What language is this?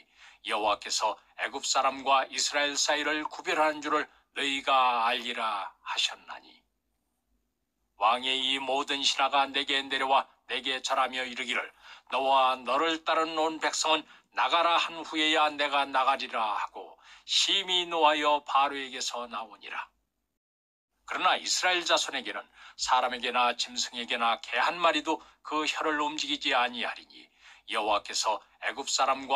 Korean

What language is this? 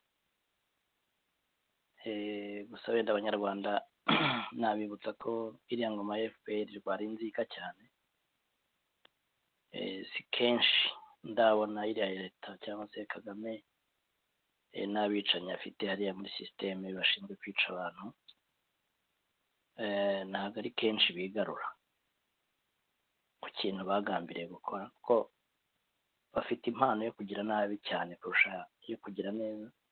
Kinyarwanda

